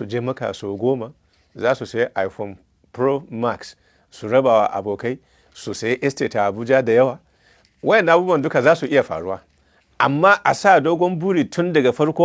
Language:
Hausa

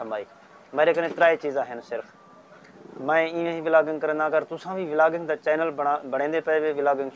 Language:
Saraiki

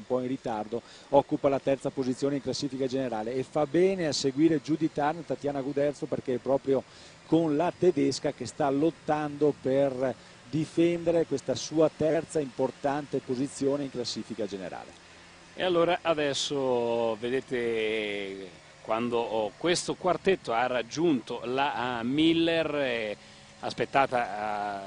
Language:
Italian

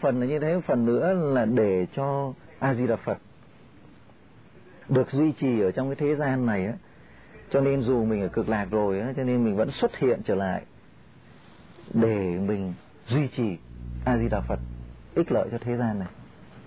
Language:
Vietnamese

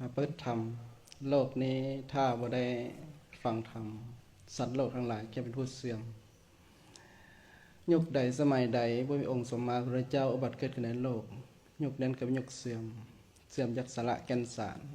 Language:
Lao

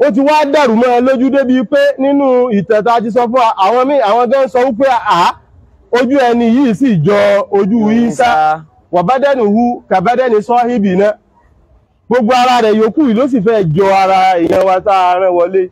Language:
Yoruba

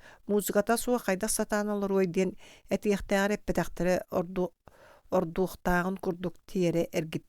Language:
Yakut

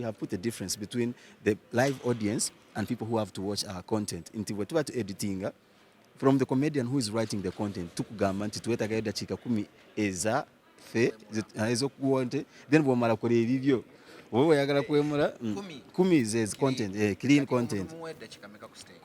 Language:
Ganda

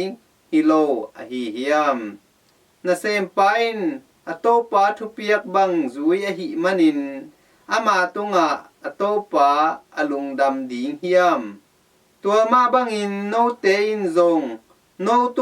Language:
Tedim Chin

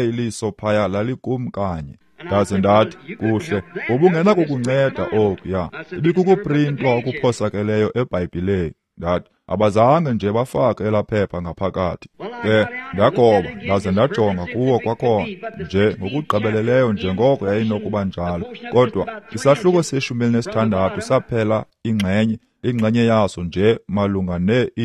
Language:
Xhosa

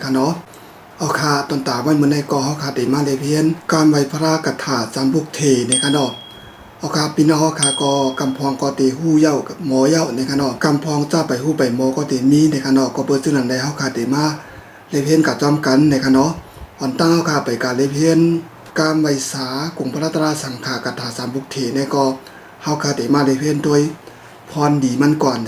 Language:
Shan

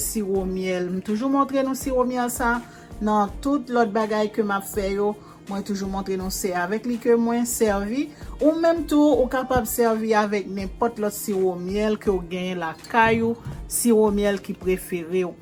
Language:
Haitian Creole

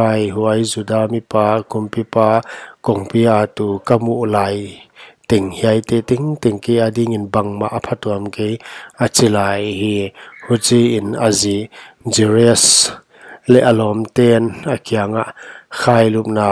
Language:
Paite Chin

